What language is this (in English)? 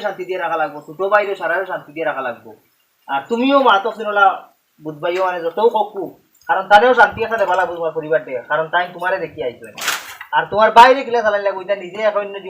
Sylheti